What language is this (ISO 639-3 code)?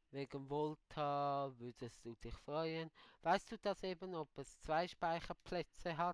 gsw